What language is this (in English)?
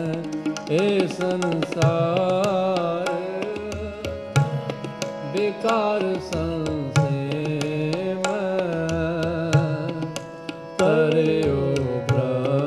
Punjabi